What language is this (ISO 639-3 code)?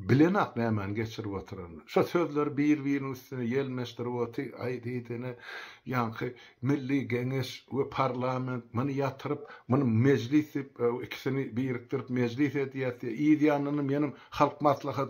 tuk